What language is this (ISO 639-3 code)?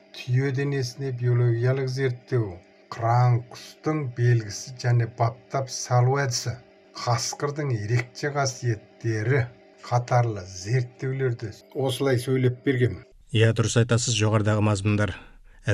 kaz